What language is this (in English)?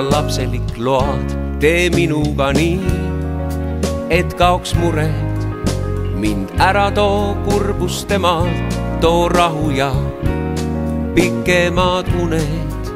Estonian